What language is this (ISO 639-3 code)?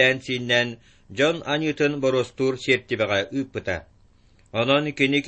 sah